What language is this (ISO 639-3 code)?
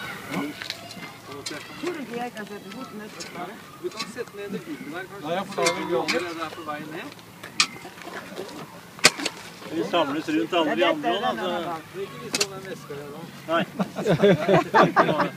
nor